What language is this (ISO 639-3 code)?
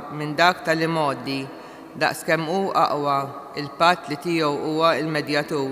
mlt